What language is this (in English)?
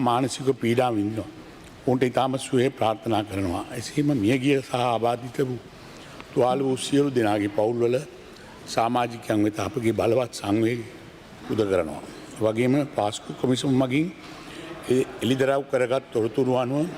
Sinhala